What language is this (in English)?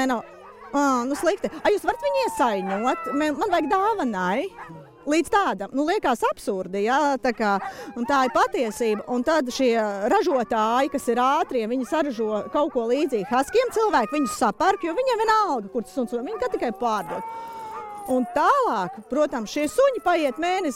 Latvian